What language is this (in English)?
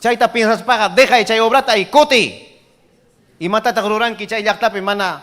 Ayacucho Quechua